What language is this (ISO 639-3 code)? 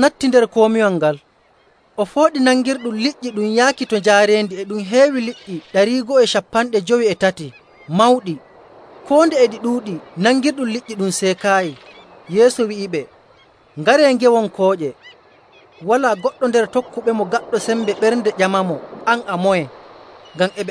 fuv